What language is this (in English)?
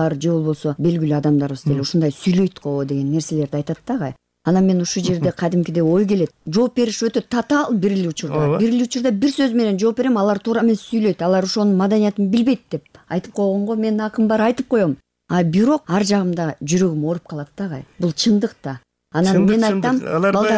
Kyrgyz